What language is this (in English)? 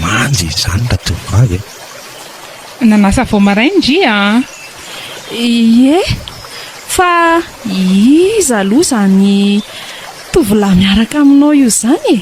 Malagasy